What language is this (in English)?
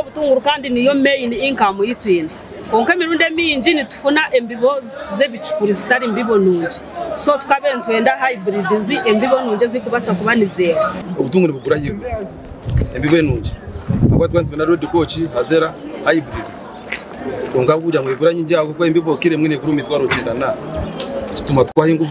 Nyankole